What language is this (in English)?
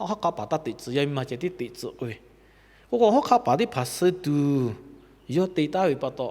Lahu